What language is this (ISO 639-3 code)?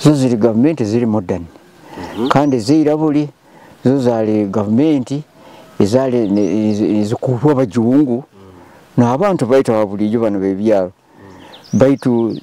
nyo